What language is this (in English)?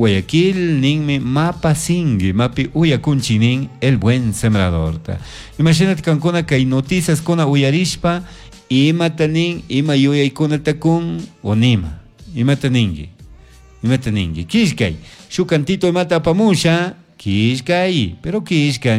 Chimborazo Highland Quichua